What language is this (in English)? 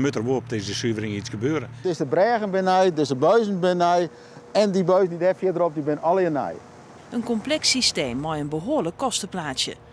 Western Frisian